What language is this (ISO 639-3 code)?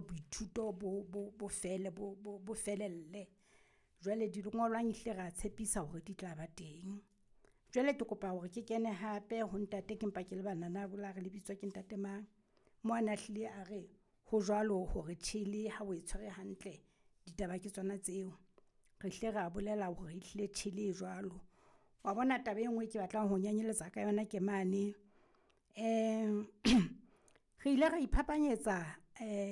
sot